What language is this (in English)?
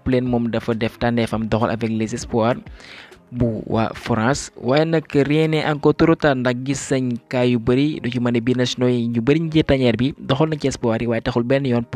Wolof